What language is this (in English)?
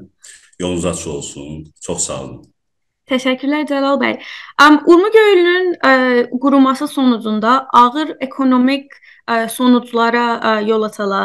South Azerbaijani